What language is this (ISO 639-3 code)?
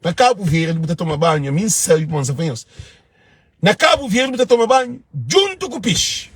kea